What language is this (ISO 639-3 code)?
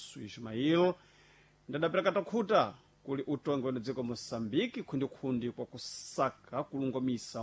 seh